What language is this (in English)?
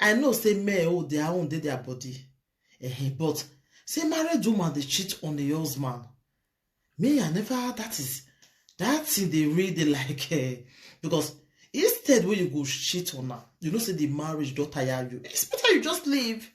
Nigerian Pidgin